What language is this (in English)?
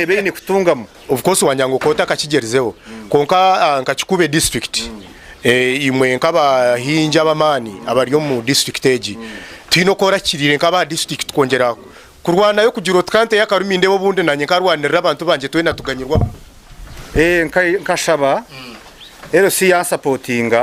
Nyankole